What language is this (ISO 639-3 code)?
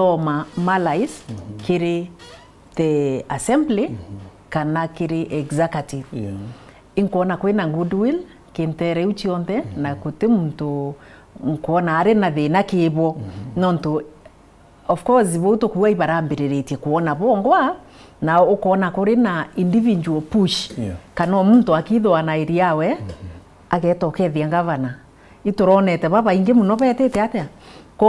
mer